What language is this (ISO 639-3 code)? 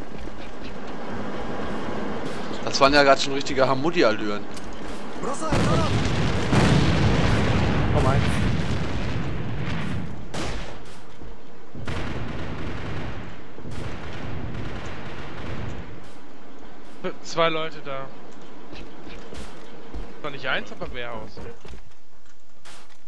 deu